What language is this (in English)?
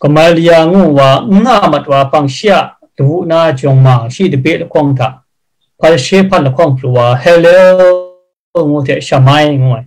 Kachin